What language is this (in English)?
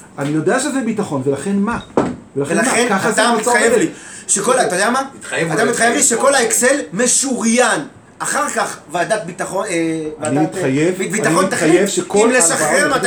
Hebrew